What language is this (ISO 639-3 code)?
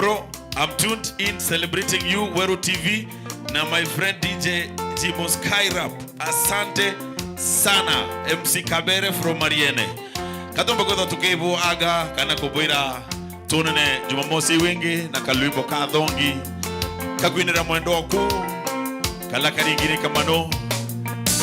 mer